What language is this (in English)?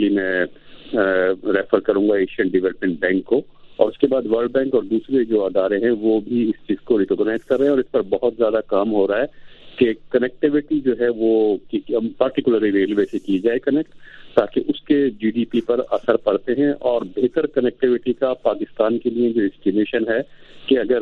Urdu